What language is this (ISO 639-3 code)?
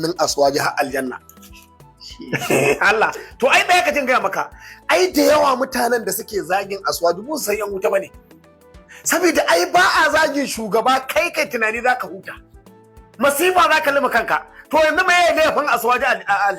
hau